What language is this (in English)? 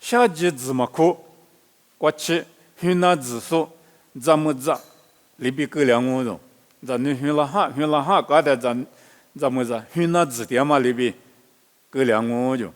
Lisu